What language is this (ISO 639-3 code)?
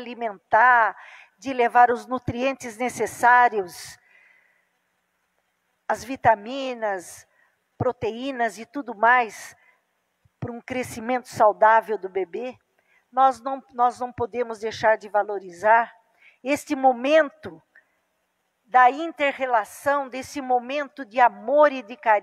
por